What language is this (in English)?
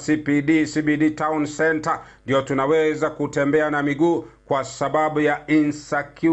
Gusii